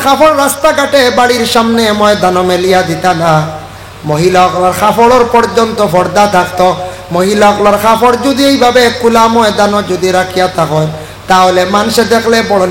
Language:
Sylheti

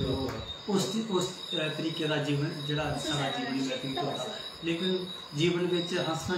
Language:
Dogri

